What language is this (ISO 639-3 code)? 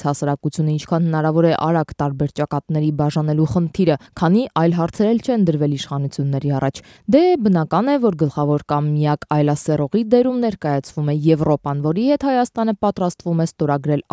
hye